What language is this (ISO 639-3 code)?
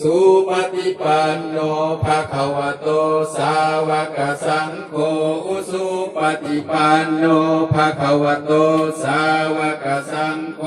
tts